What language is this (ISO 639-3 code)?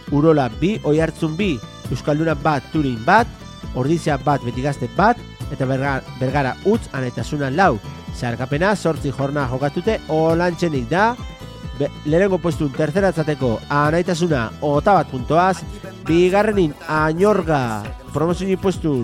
eus